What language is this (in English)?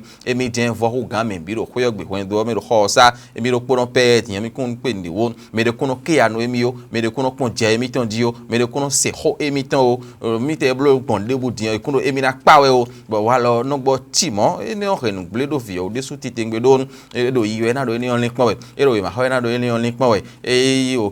Fon